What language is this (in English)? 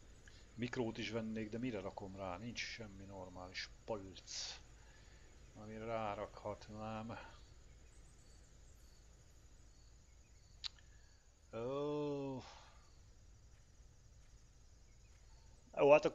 Hungarian